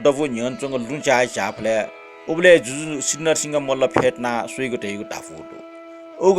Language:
Newari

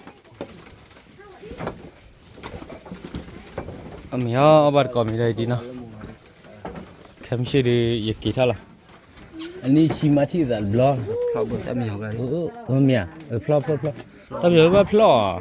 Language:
S'gaw Karen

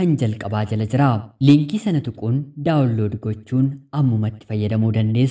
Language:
Oromo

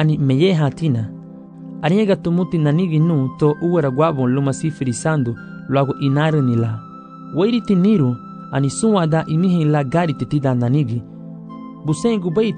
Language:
Garifuna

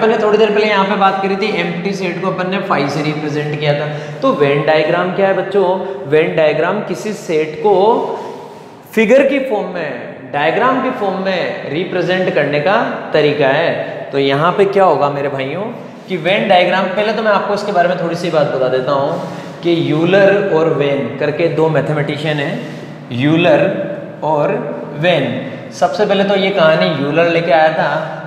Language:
Hindi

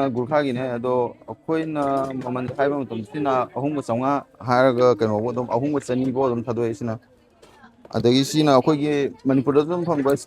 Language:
Manipuri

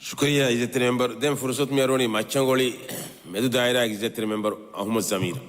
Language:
Divehi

